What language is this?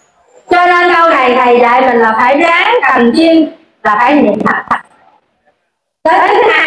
Vietnamese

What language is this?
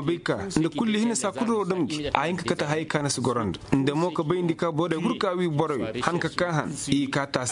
Koyraboro Senni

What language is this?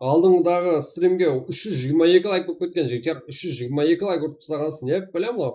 Kara-Kalpak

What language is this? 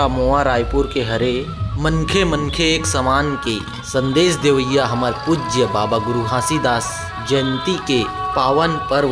Chhattisgarhi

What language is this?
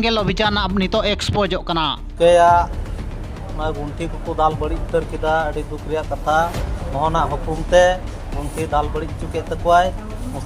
Santali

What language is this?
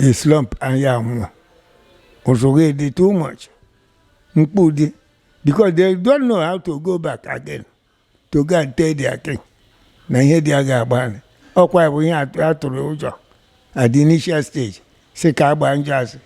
Igbo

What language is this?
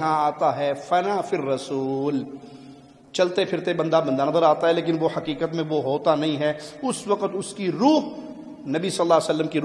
Urdu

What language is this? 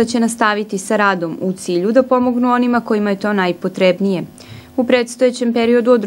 Serbian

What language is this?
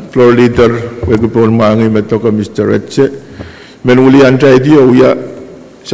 Pohnpeian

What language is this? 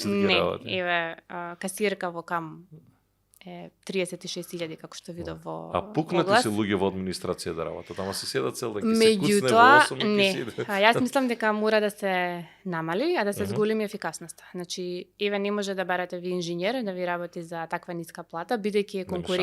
Macedonian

